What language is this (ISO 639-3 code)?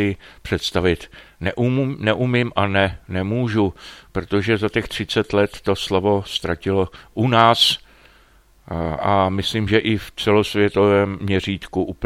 ces